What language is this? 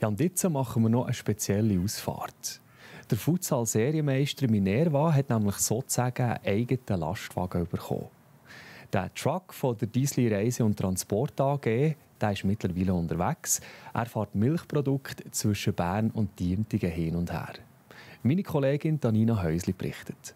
Swiss German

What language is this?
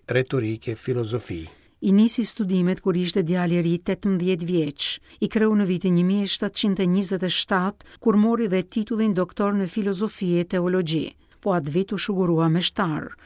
Albanian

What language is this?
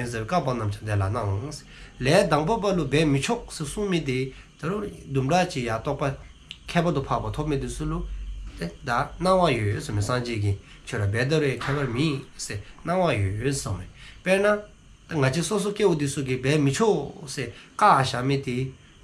Dzongkha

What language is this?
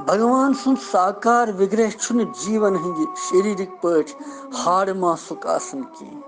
Kashmiri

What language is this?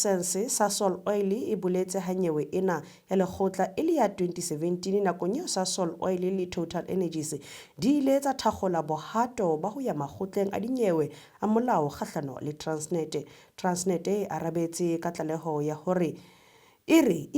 Southern Sotho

